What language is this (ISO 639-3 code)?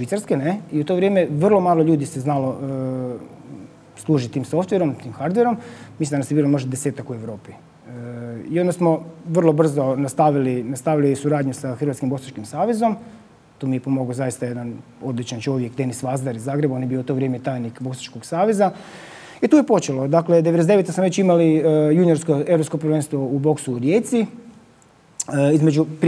hrv